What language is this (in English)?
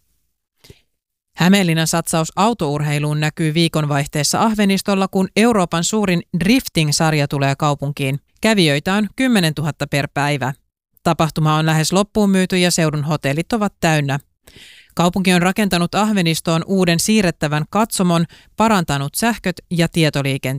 Finnish